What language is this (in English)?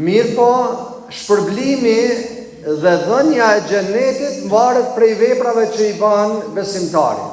Albanian